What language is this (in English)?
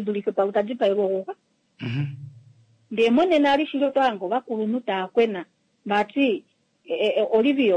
Kuanyama